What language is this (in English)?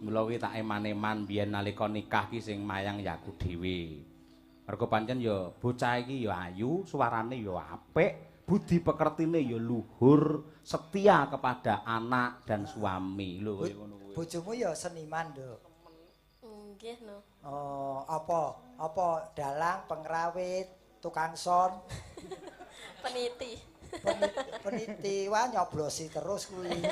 Javanese